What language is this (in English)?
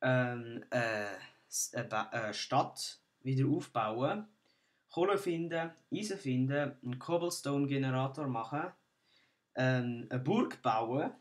Swiss German